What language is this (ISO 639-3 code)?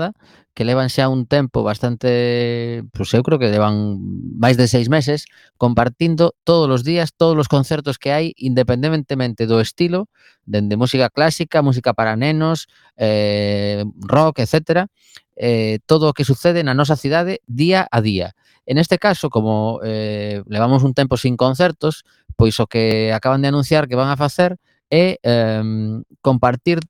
glg